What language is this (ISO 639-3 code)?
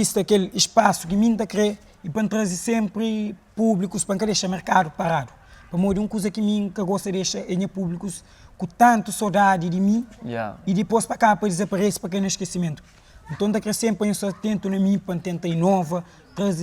kea